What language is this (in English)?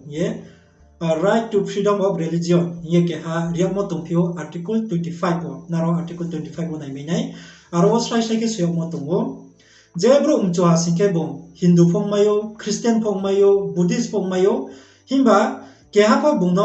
Riang (India)